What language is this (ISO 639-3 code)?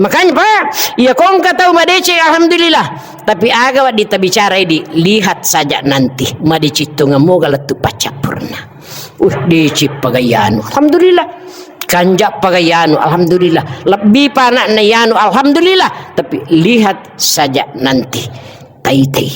bug